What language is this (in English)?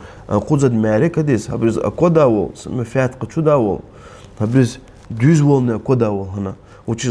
Lezghian